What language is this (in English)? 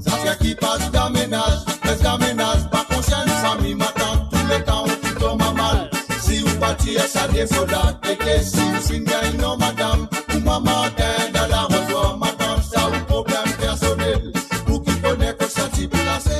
Morisyen